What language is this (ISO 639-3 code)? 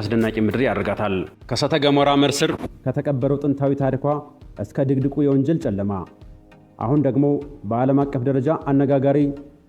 amh